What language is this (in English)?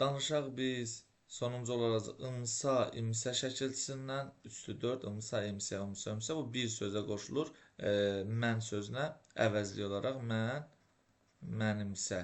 Azerbaijani